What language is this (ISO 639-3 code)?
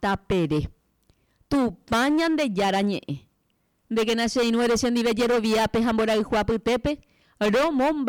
grn